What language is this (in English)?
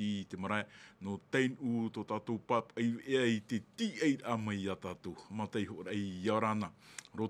Tahitian